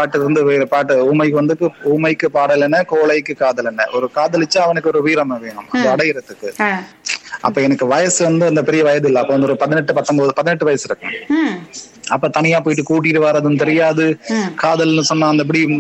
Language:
Tamil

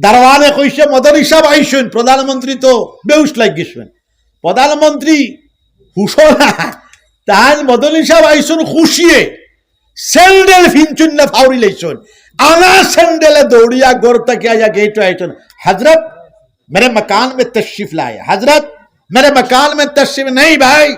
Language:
Sylheti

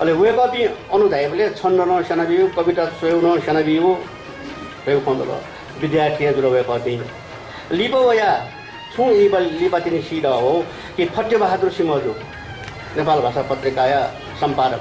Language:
Newari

